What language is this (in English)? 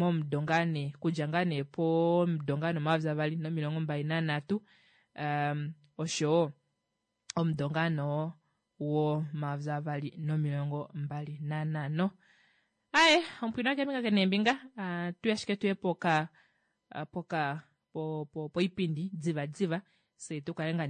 Kuanyama